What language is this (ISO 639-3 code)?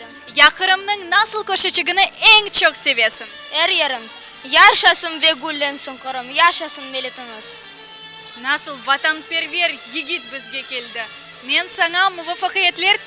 crh